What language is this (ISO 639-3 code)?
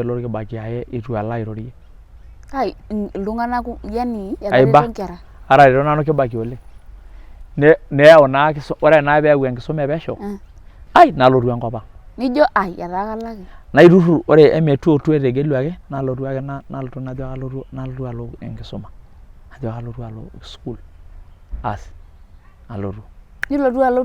mas